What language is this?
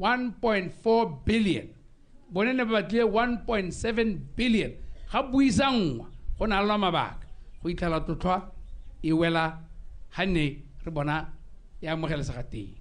Tswana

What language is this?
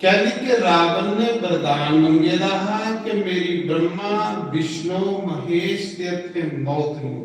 Dogri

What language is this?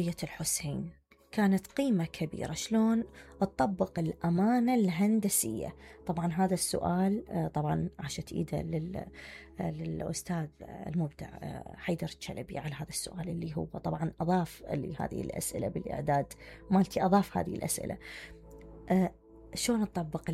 Mesopotamian Arabic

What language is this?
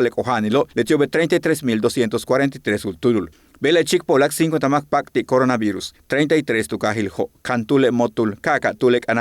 Yucateco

